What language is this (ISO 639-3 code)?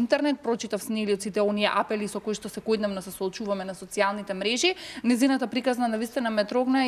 mkd